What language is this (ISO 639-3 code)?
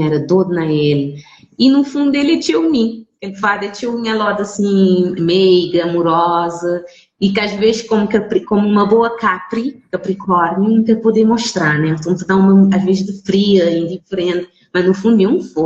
kea